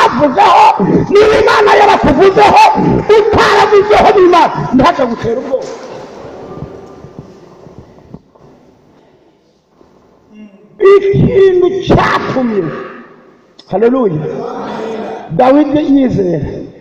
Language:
Kinyarwanda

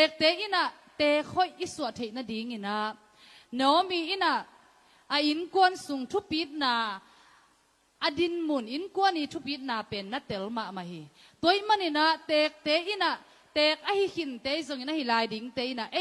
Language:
Tedim Chin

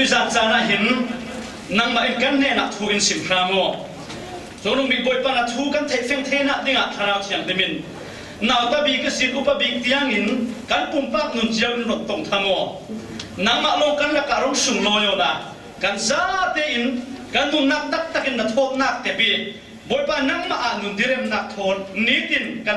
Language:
Falam Chin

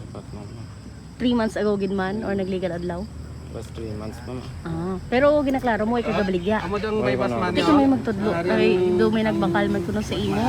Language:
Hiligaynon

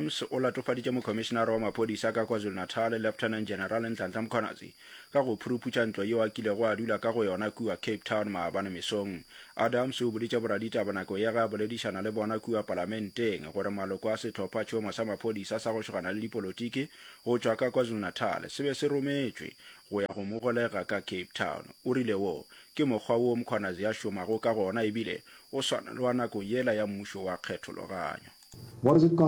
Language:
Northern Sotho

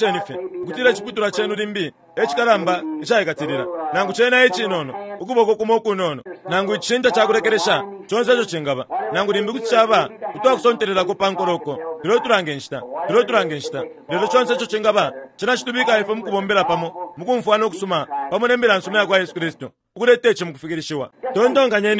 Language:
Bemba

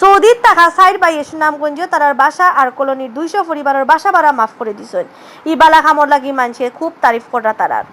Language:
Sylheti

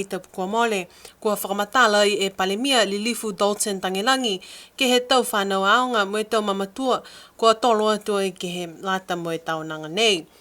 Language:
Niuean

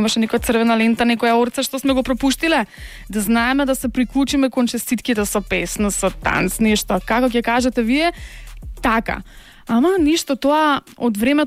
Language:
Macedonian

